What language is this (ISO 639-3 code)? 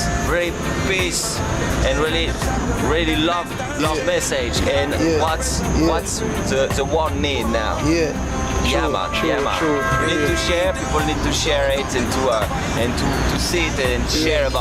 jam